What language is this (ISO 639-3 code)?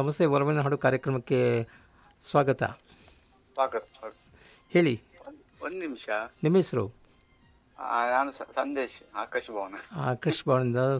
kan